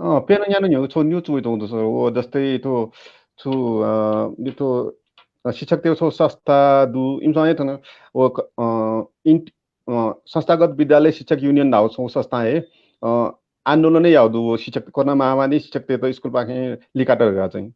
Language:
Newari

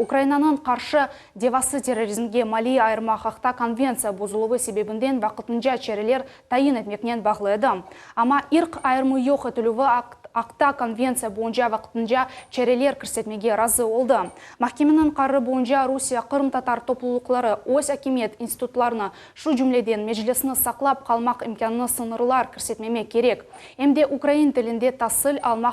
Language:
Crimean Tatar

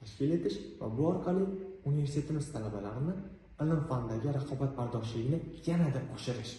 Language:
Uzbek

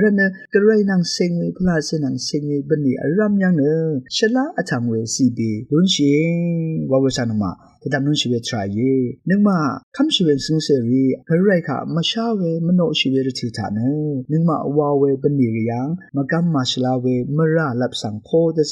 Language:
Rawang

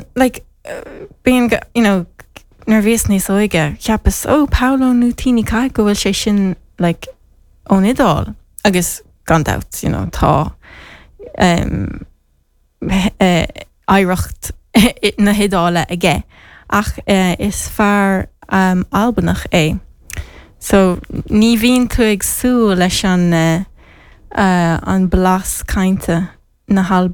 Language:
Irish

